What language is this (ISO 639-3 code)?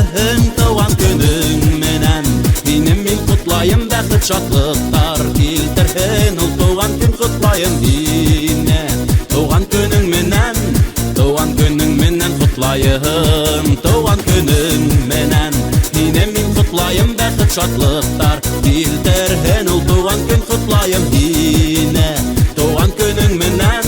bak